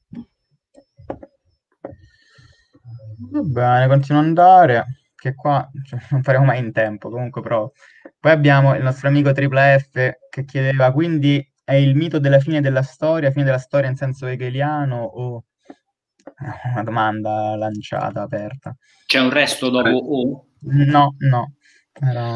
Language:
Italian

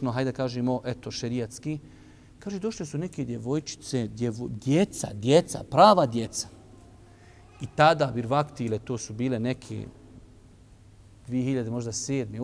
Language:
Bosnian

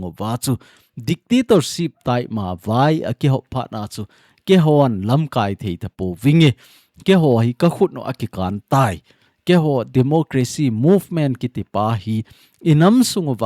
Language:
Thado Chin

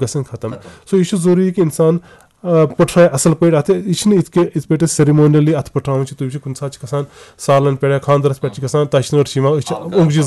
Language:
Kashmiri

